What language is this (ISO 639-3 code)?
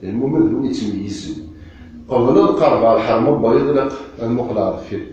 kab